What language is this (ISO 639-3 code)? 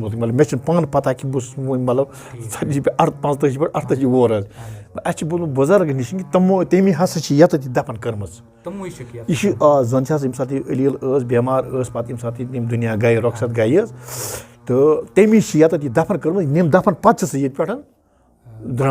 kas